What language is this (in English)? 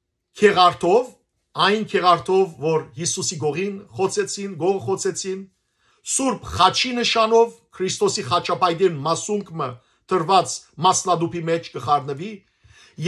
Western Armenian